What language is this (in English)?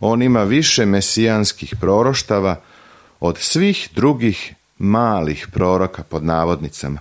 Serbian